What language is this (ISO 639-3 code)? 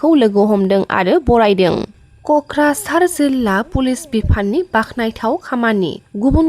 brx